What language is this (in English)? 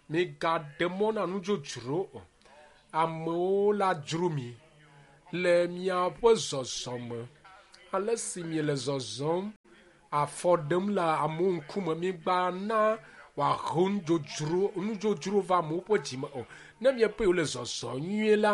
Ewe